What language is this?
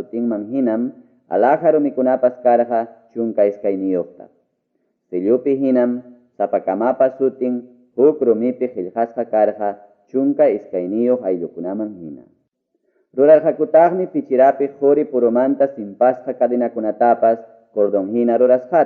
Ayacucho Quechua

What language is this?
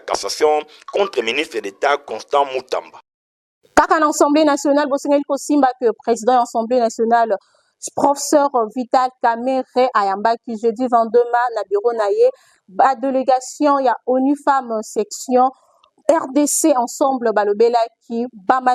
Lingala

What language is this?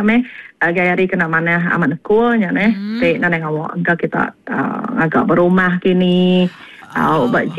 Iban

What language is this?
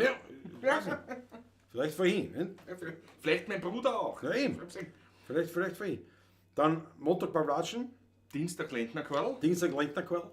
Bavarian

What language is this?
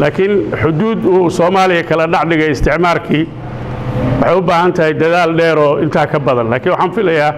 Somali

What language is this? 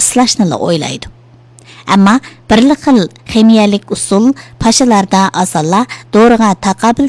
Uyghur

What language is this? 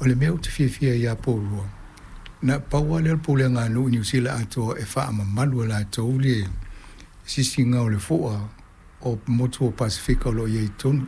Samoan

